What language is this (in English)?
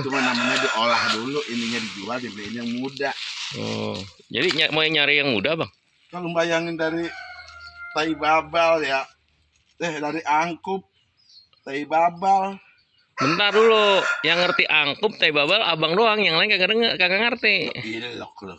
Betawi